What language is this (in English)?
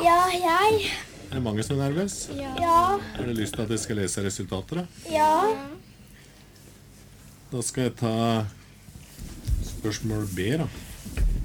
Norwegian